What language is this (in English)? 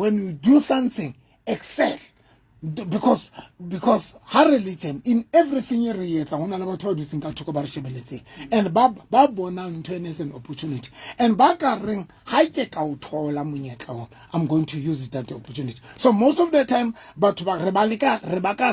Southern Sotho